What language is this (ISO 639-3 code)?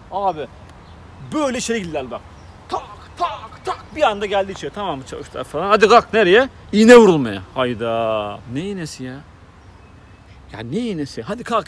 tur